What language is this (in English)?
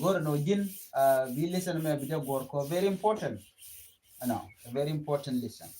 Nuer